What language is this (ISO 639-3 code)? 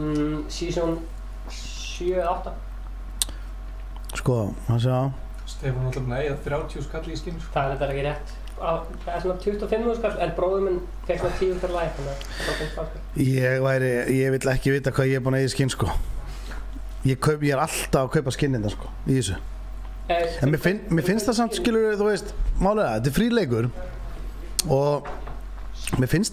isl